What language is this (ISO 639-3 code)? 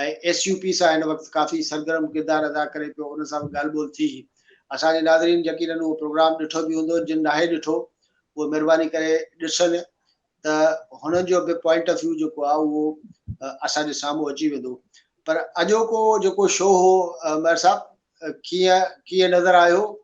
snd